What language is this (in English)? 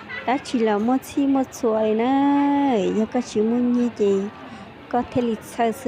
Hmong